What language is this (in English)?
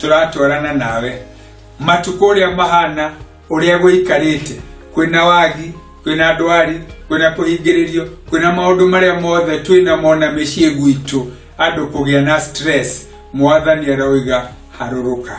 Kikuyu